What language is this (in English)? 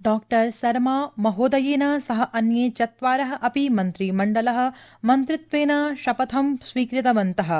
Sanskrit